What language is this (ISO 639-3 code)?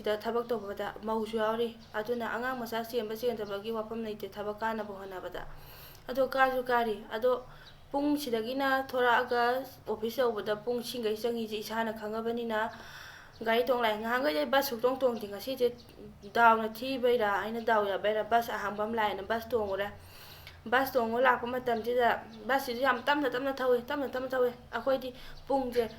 mni